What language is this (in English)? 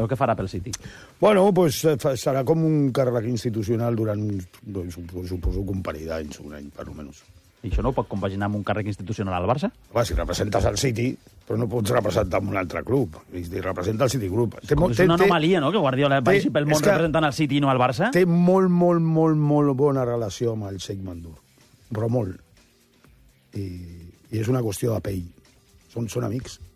Catalan